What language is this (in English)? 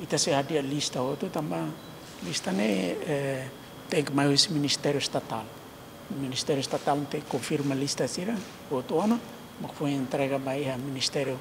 Tetum